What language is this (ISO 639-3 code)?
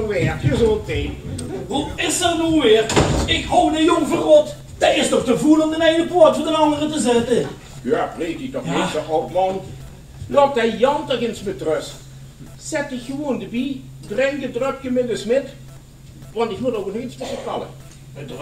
lim